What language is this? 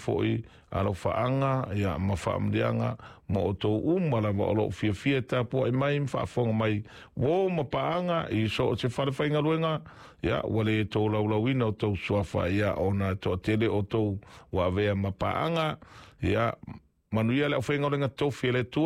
Samoan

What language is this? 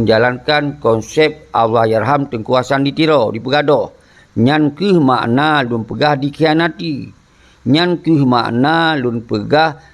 Achinese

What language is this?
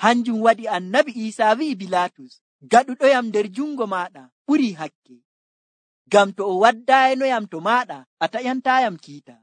Nigerian Fulfulde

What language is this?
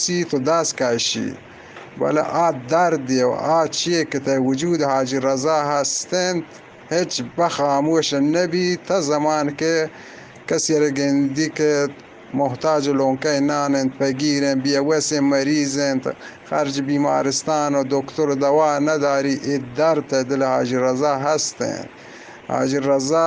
Eastern Balochi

